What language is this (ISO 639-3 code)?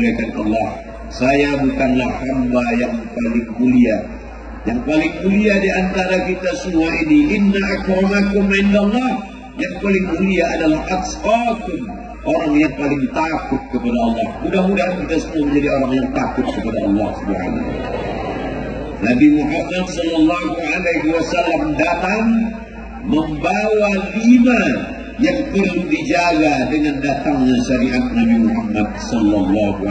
ind